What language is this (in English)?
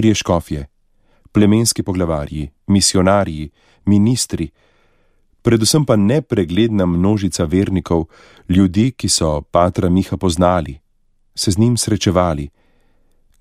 Slovenian